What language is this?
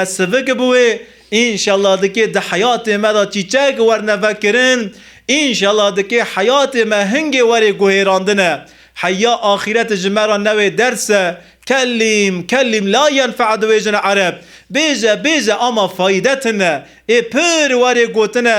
Kurdish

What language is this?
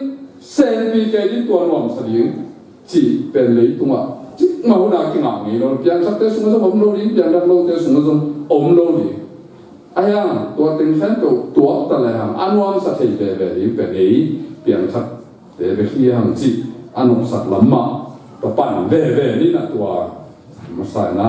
Tedim Chin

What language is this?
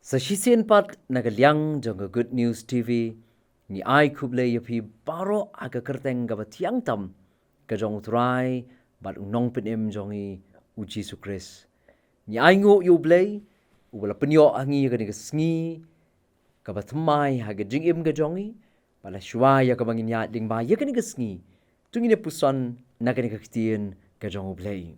Khasi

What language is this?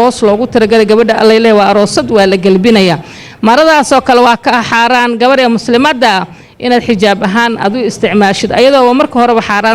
Somali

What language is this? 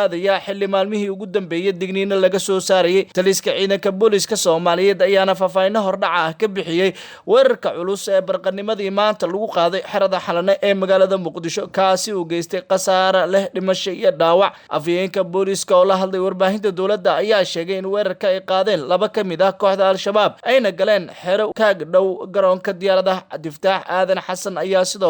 Somali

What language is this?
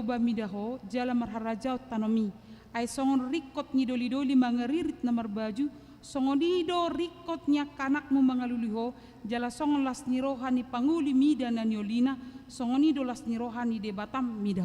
Batak Toba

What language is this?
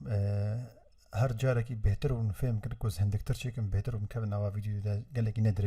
Kurdish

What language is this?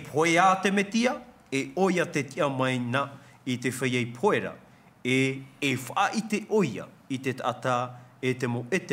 Tahitian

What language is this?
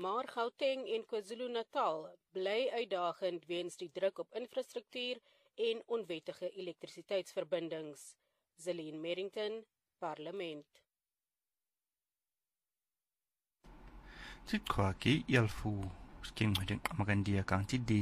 Afrikaans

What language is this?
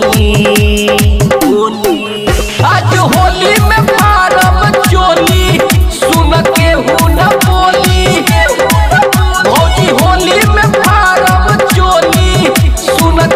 Bhojpuri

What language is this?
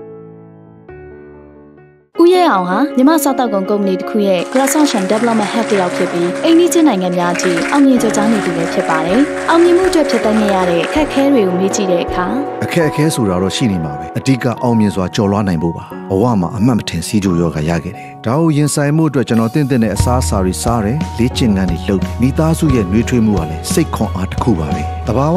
Burmese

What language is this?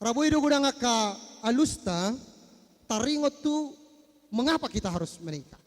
Batak Toba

